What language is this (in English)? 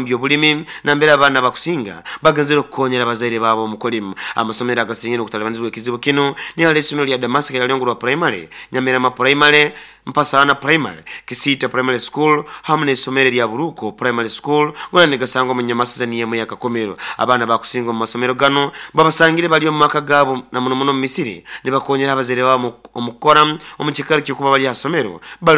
Nyoro